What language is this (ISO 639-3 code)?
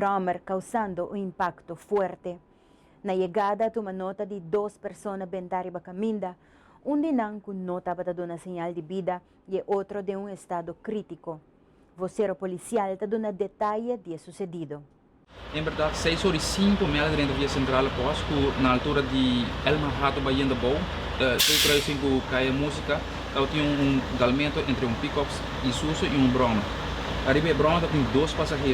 pap